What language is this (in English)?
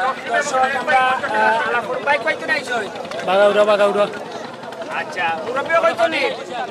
Sylheti